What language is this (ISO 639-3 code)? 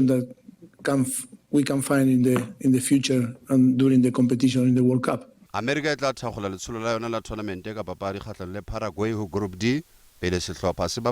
tsn